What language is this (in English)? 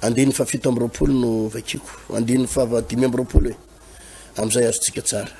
Malagasy